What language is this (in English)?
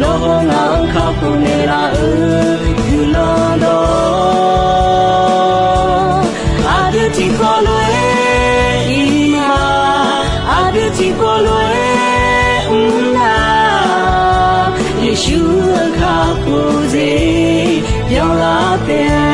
Akha